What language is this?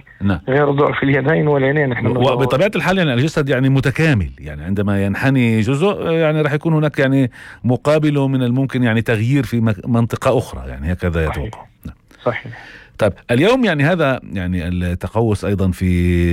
North Levantine Arabic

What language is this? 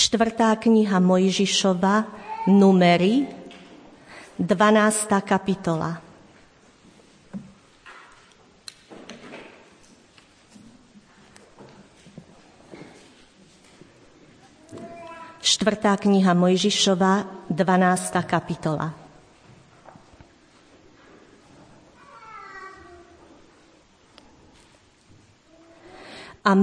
Slovak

